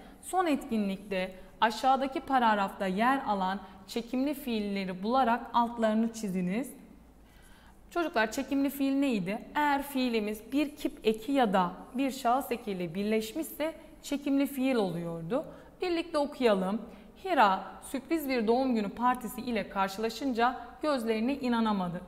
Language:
Turkish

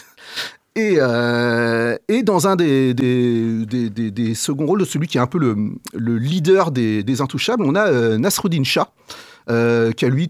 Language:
French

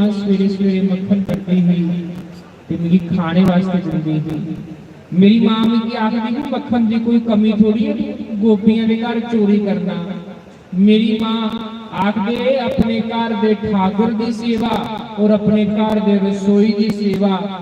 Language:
Dogri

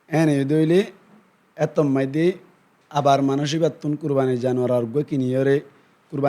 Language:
Rohingya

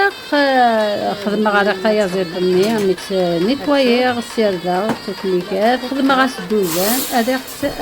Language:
Algerian Arabic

